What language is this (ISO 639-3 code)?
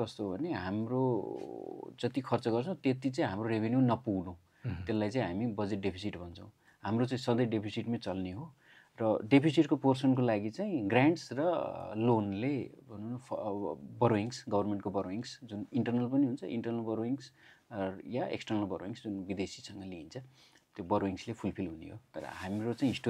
nep